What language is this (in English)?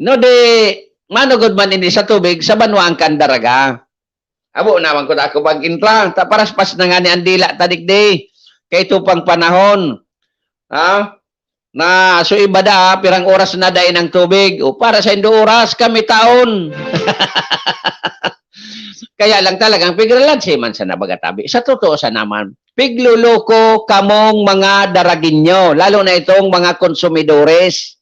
Bikol